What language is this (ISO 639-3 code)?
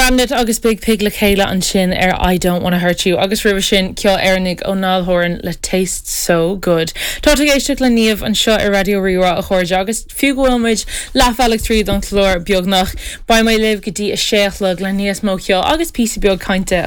gle